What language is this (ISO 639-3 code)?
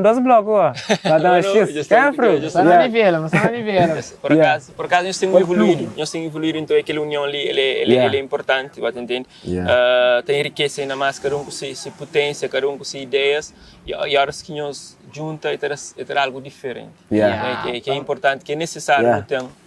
kea